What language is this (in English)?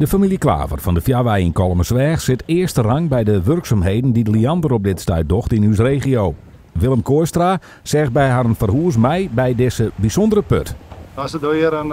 Western Frisian